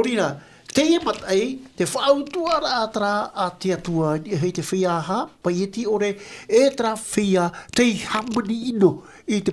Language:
Tahitian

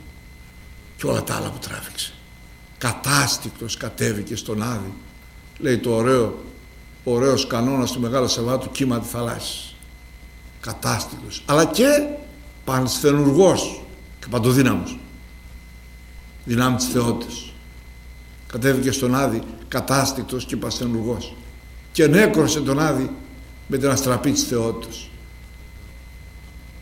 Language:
Greek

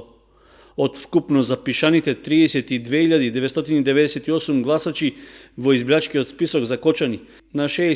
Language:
Macedonian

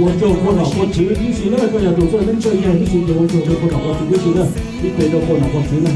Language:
Hmong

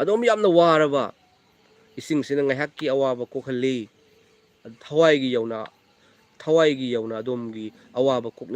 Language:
Manipuri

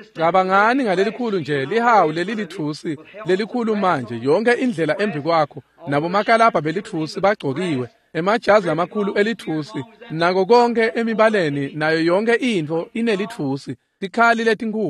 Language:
Swati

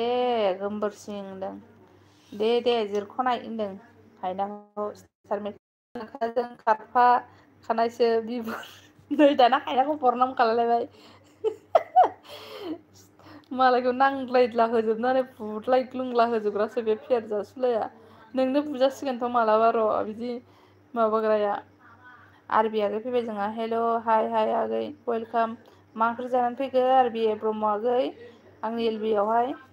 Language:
Bodo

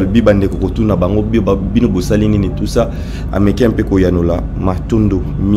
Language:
Lingala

